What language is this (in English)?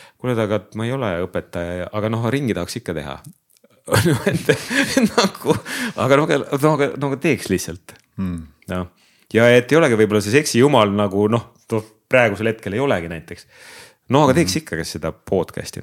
Estonian